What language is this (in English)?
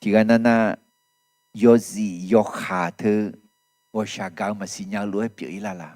Akha